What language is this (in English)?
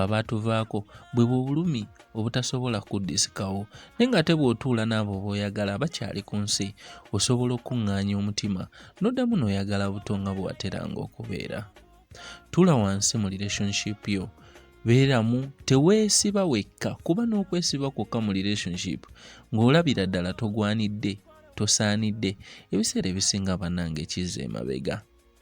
Ganda